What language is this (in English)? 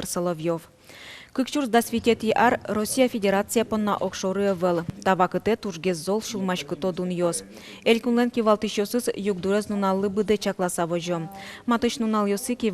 Udmurt